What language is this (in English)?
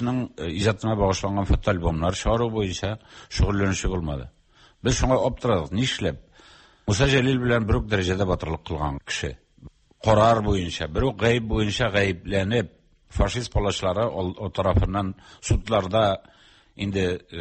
Tatar